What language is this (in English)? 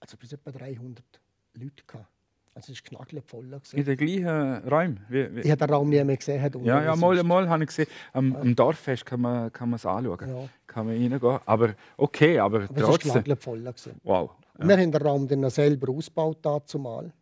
Swiss German